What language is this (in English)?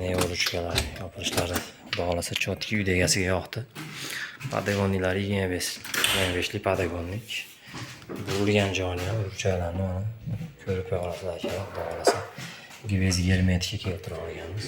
Uzbek